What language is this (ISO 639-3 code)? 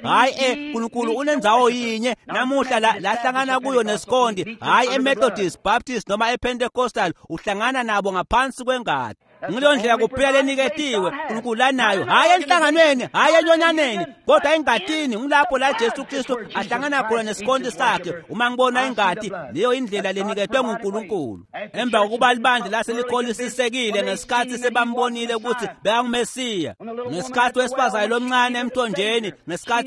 ssw